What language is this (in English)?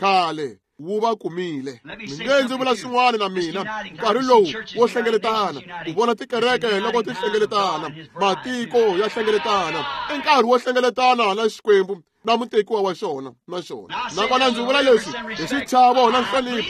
Tsonga